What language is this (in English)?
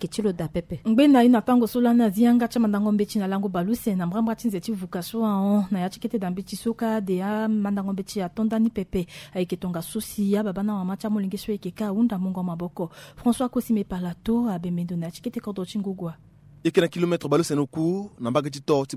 Sango